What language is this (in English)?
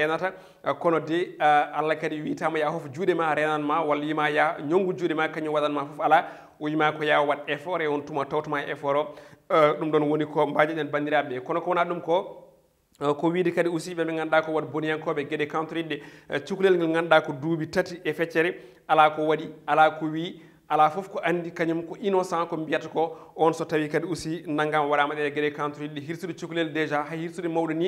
Fula